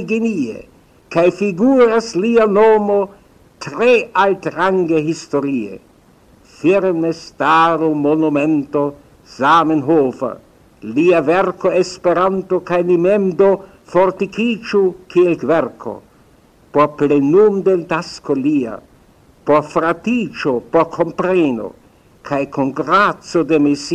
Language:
Esperanto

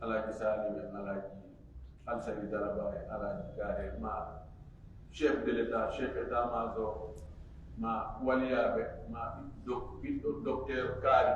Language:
Fula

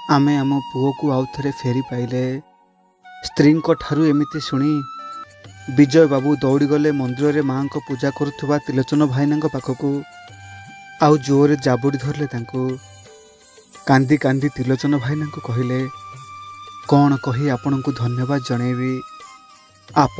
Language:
Odia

